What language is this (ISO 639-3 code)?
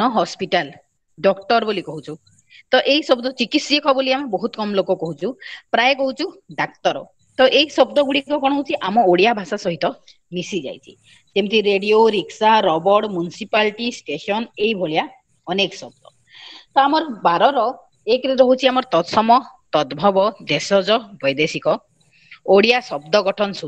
ori